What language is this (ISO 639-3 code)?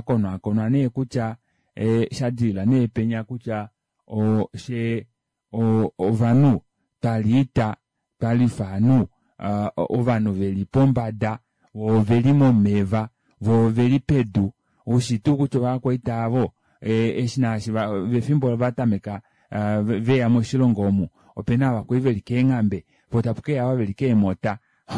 kua